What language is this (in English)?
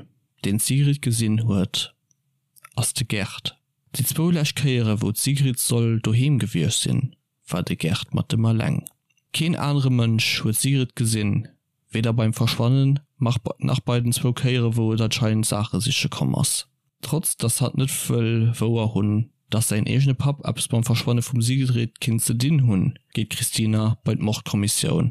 Luxembourgish